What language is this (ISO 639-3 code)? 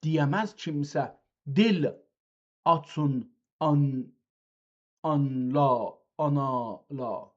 azb